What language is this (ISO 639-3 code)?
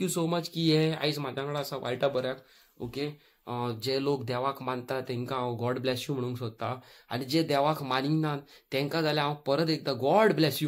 kok